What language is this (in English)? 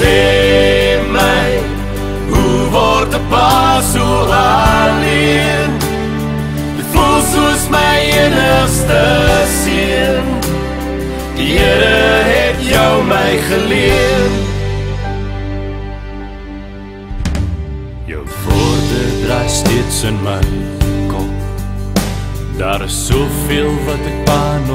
Afrikaans